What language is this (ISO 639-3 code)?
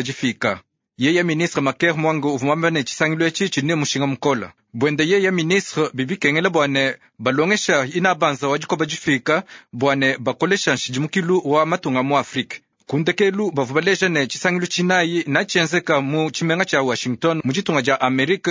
lua